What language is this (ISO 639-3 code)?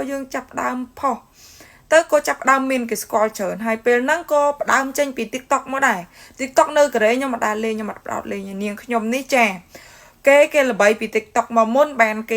khm